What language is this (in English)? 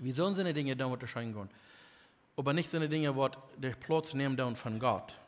Plautdietsch